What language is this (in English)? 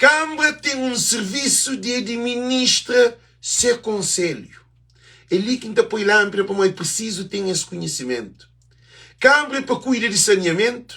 Kabuverdianu